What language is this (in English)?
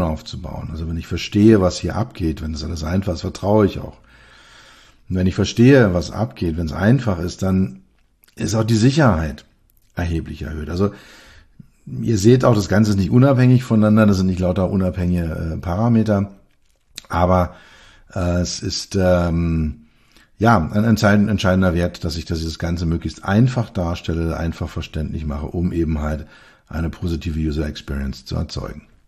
German